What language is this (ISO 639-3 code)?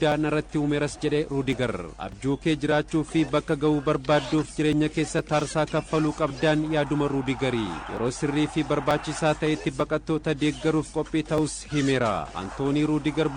orm